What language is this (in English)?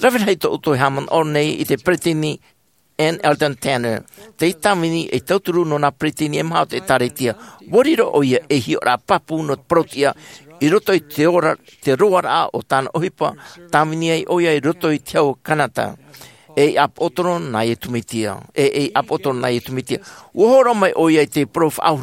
Tahitian